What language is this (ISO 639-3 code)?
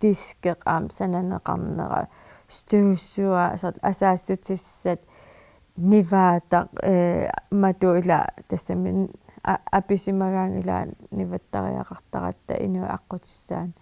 kal